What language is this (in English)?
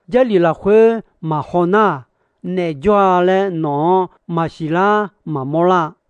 Akha